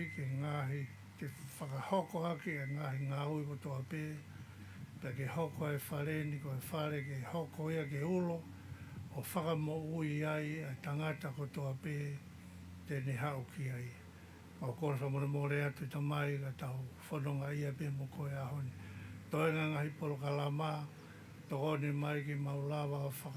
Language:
Tongan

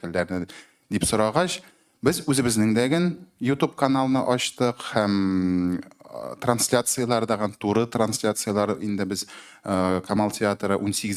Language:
Tatar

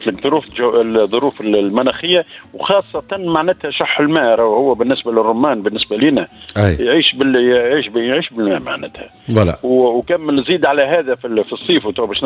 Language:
Tunisian Arabic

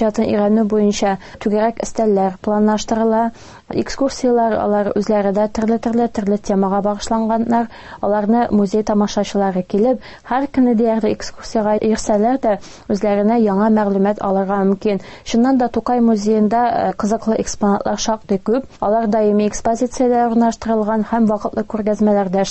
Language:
Tatar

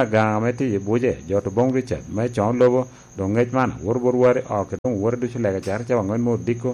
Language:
Lango (Uganda)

